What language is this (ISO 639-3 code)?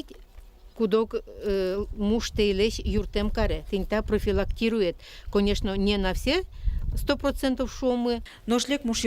udm